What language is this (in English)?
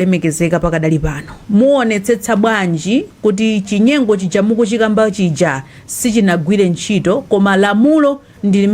Nyanja